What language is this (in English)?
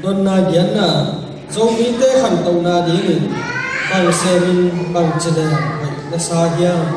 Tedim Chin